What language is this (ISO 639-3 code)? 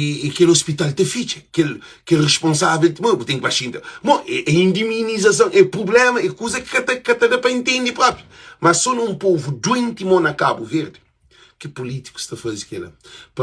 kea